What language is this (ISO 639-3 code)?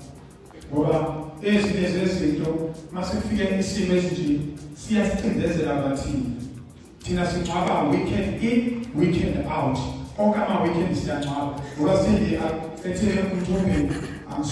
zul